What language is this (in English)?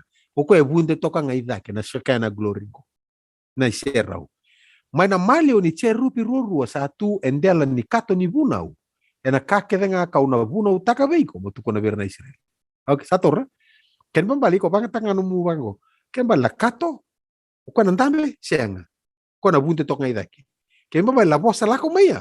Fijian